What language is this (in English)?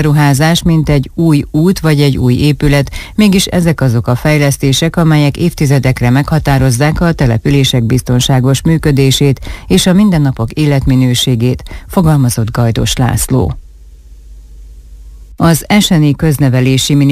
Hungarian